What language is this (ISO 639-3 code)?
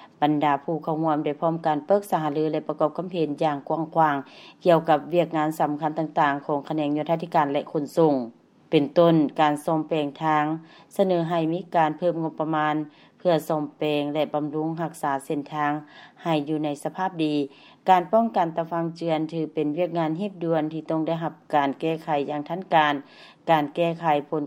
lao